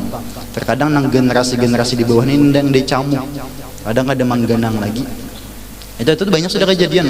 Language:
Banjar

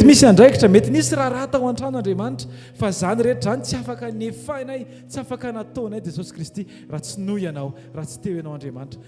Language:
Malagasy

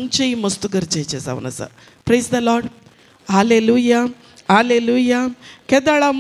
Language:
Konkani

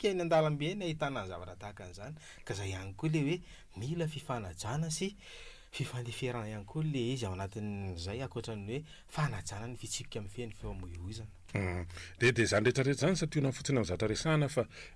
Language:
Malagasy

